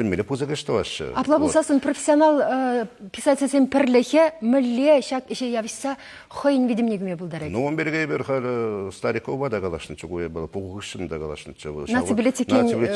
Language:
Chuvash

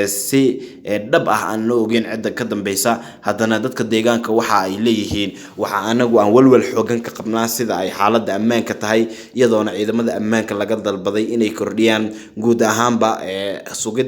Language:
Somali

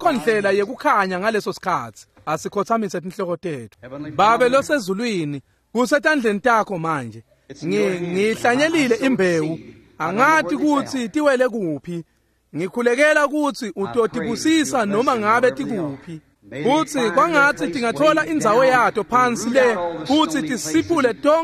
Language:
Swati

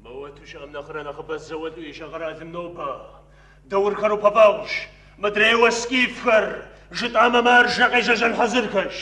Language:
Kabardian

